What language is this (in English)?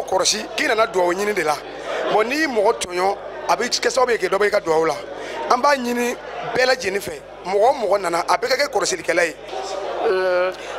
Bambara